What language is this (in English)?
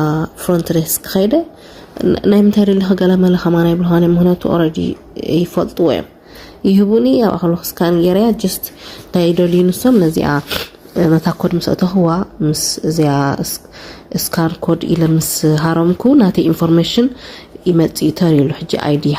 Tigrinya